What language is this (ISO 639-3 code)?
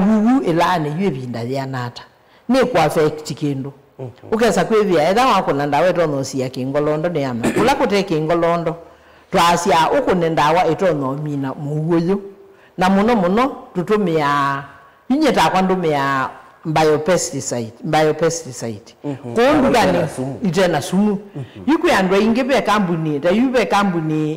kam